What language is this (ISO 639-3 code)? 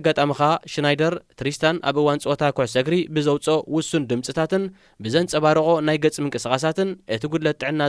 tir